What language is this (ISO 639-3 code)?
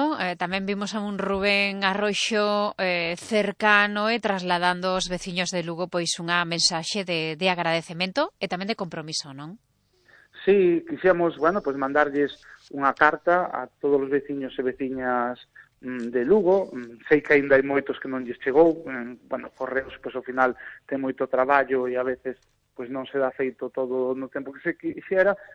glg